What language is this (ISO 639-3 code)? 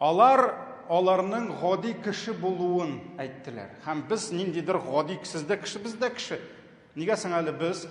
tat